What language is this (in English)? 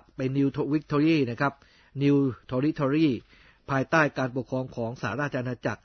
Thai